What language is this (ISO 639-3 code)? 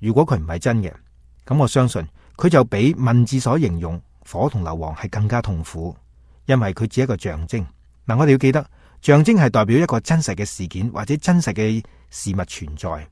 yue